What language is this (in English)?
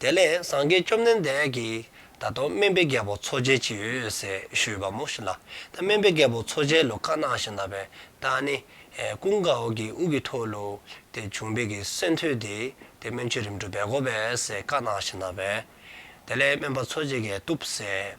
Dzongkha